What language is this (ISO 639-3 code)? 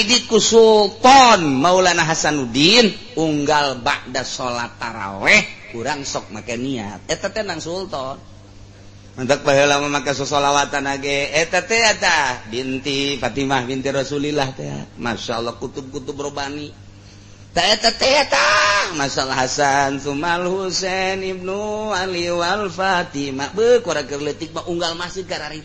sun